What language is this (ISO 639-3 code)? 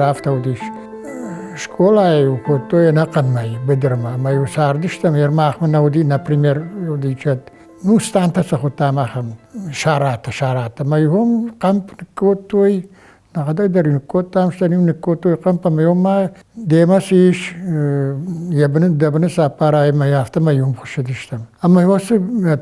oss